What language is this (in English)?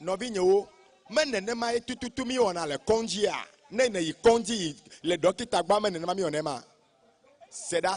Ewe